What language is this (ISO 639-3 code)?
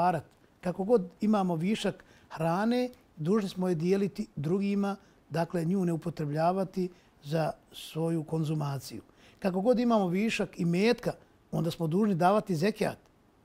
bos